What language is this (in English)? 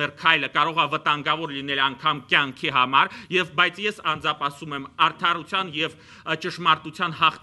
Armenian